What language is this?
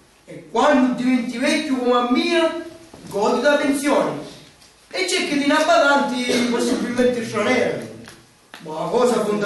Sicilian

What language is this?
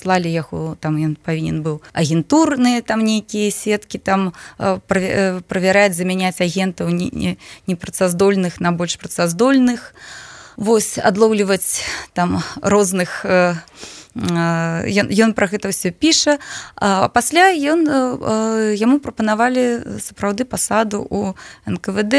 Belarusian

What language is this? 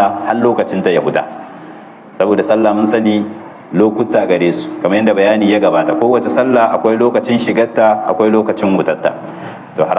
Hausa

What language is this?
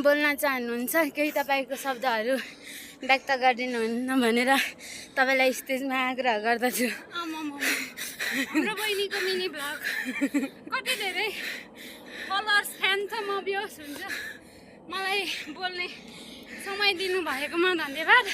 Nepali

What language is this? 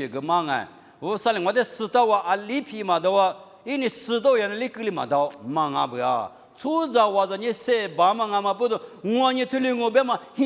Lisu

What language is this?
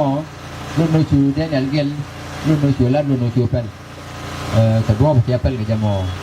Nuer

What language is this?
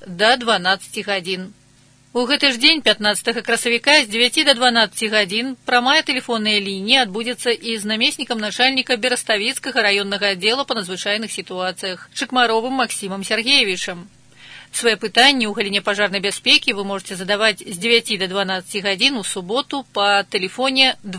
Belarusian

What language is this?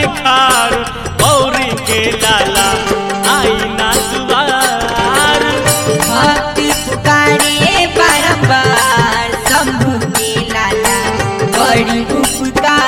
Bhojpuri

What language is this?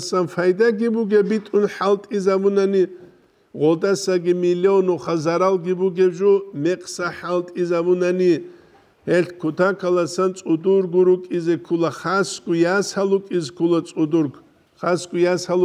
Avaric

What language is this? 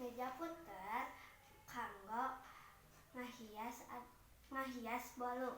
Sundanese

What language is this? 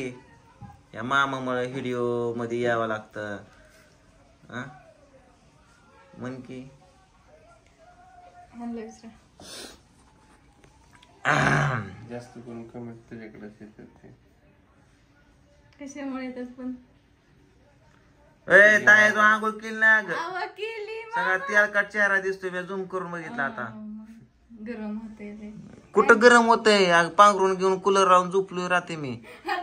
Marathi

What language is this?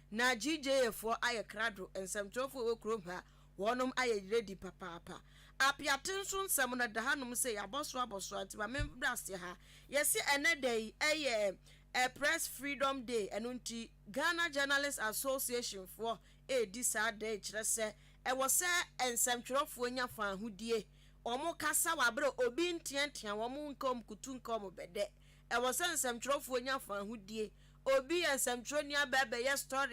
Akan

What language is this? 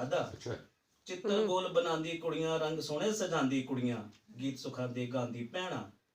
Dogri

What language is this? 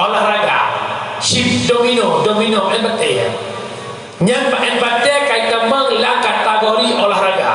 Achinese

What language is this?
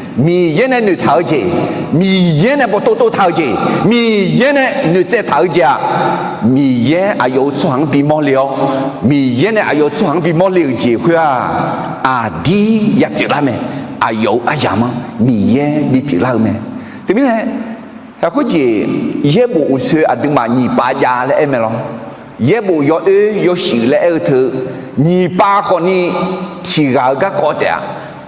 Akha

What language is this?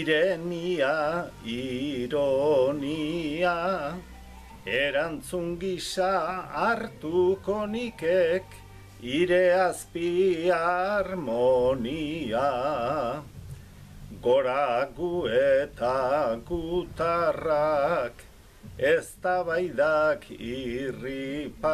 Basque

